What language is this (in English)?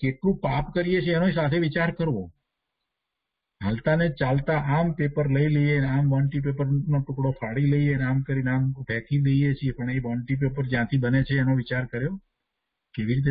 Gujarati